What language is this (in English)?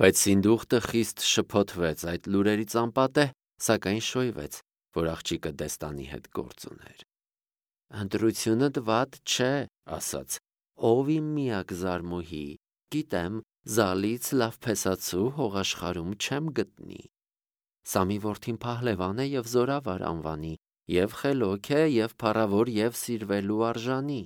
Armenian